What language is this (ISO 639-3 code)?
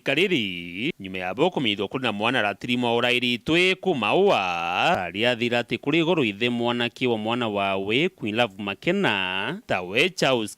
mer